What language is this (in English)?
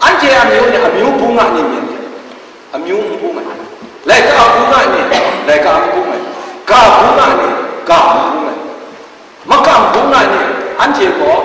Kachin